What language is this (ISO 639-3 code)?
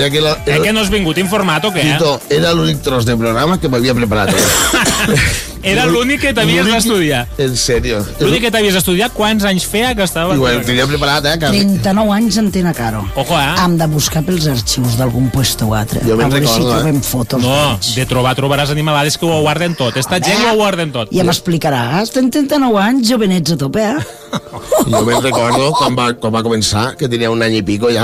cat